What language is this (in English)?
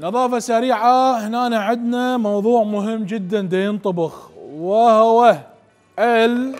Mesopotamian Arabic